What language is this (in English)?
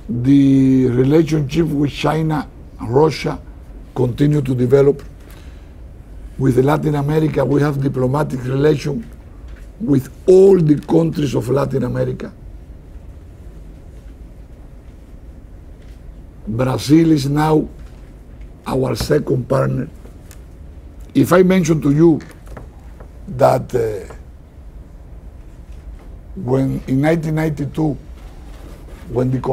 English